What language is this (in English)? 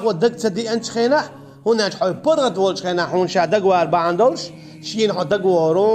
Chechen